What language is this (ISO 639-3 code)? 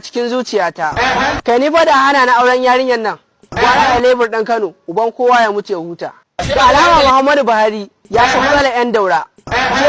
hau